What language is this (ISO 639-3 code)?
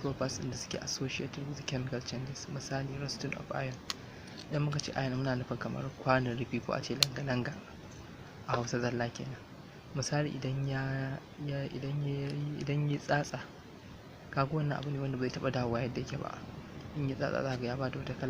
hau